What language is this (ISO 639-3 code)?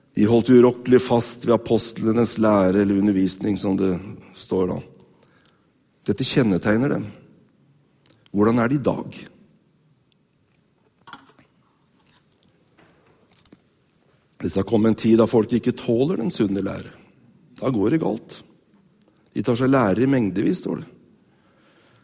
nor